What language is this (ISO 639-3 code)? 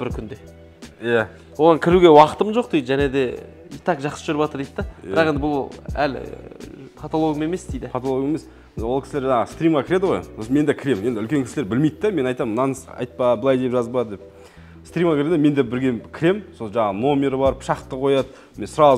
kaz